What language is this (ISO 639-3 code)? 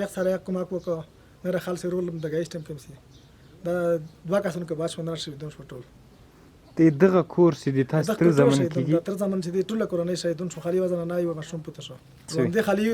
pus